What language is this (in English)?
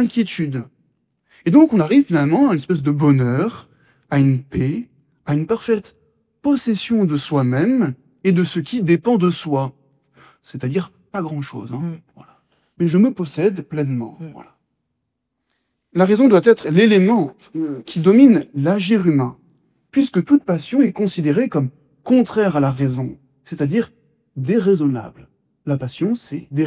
French